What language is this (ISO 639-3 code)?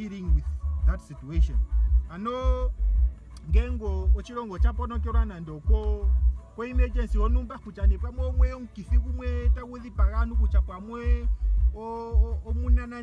ndo